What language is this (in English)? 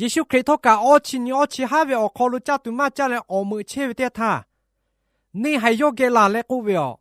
Lahu